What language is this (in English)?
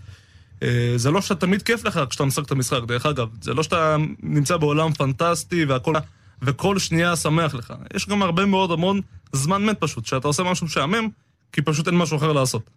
Hebrew